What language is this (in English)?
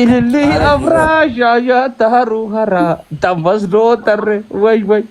Oromo